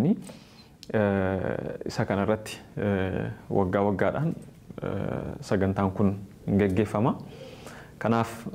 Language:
Oromo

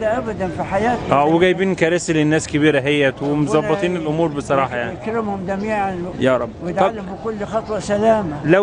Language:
Egyptian Arabic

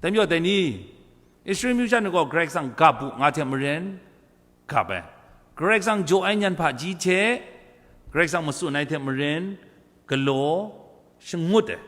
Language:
Kachin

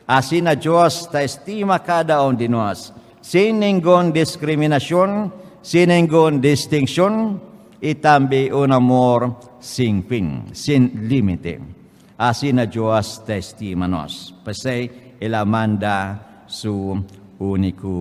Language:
Papiamento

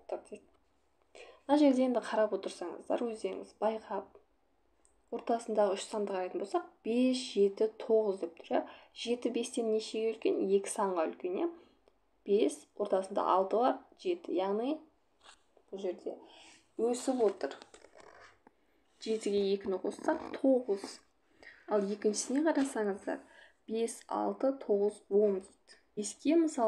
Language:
Kazakh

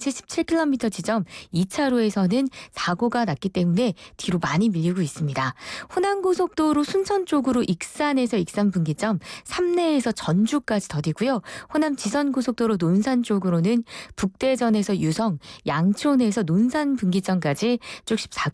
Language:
Korean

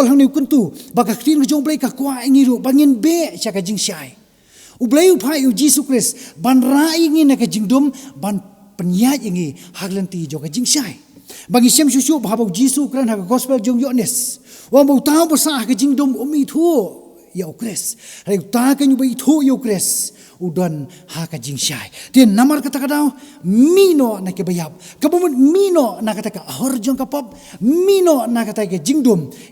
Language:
Khasi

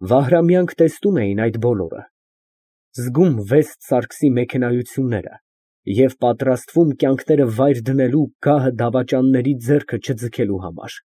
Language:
Armenian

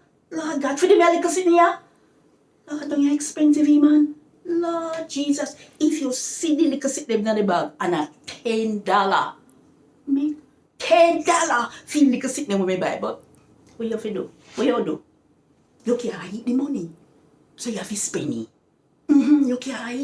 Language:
Jamaican Creole English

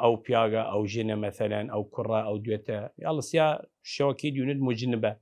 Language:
Southern Kurdish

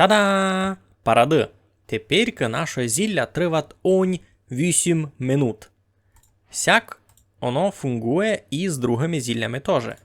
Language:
Rusyn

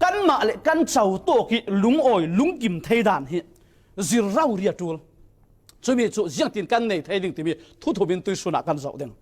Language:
Falam Chin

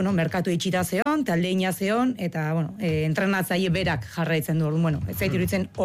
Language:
Basque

